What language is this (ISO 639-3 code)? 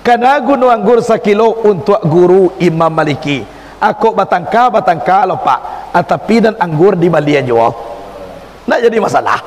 min